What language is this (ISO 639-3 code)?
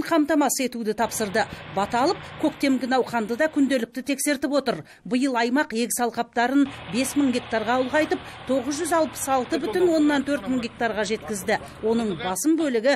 kaz